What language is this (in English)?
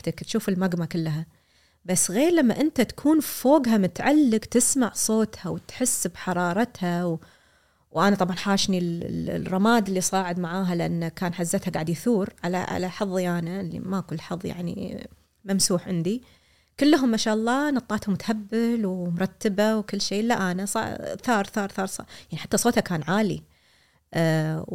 Gulf Arabic